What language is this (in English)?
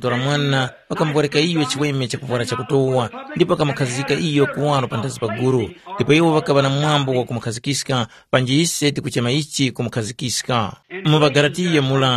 Tumbuka